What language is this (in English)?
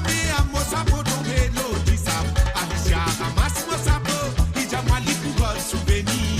Morisyen